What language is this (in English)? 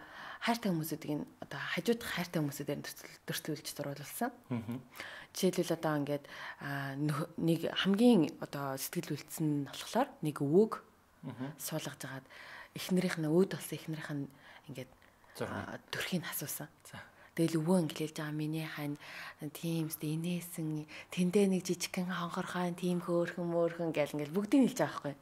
Mongolian